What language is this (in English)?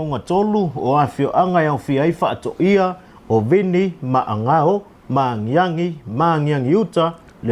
Samoan